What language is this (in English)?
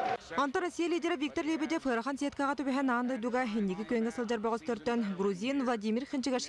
Yakut